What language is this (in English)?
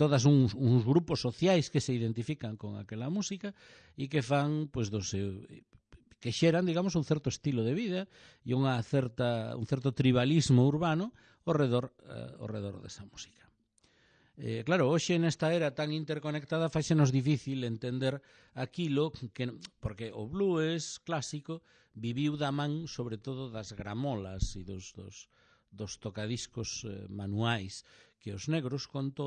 Galician